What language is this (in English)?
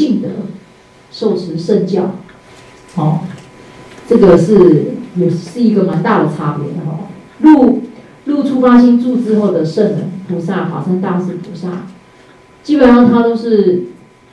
Chinese